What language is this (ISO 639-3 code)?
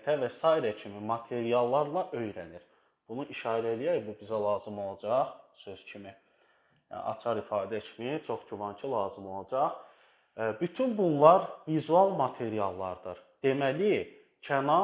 aze